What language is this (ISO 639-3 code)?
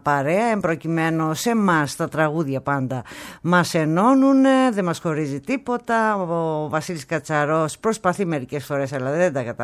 ell